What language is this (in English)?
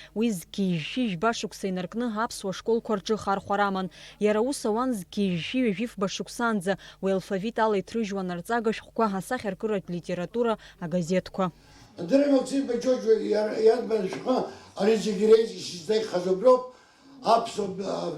Abkhazian